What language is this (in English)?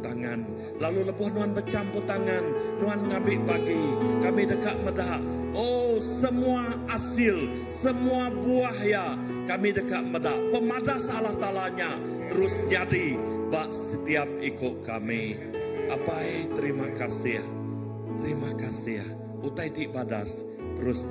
Iban